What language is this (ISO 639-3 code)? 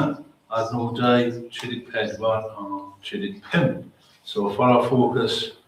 cym